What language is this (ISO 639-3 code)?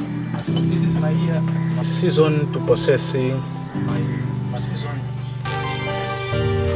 swa